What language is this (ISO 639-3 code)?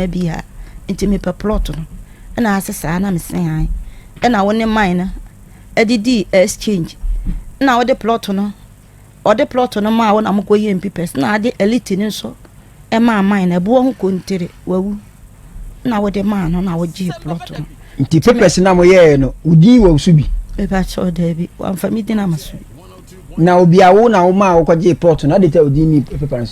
aka